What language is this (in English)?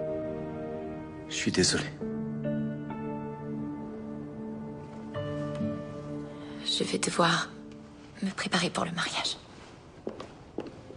French